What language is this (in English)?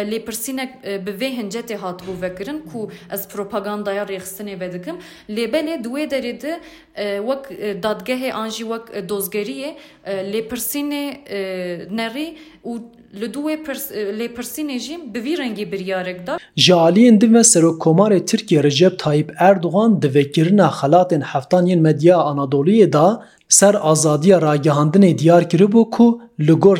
Kurdish